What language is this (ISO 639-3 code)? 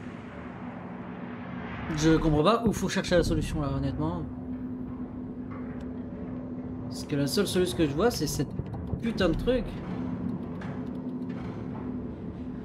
fra